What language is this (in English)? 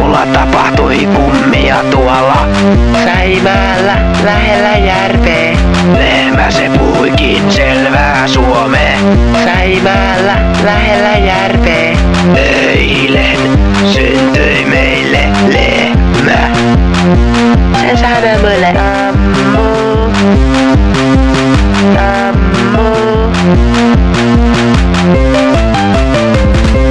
Finnish